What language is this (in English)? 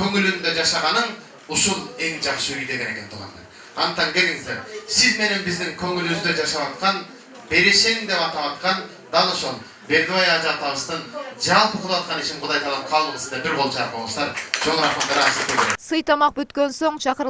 Kyrgyz